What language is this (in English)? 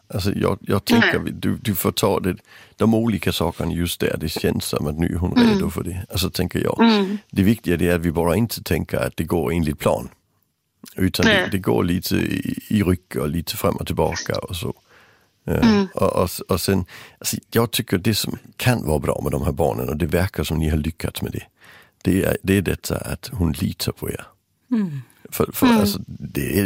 Swedish